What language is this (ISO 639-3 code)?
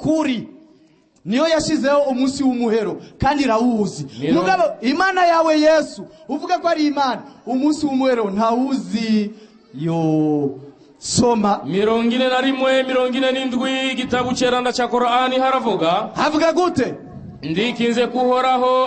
run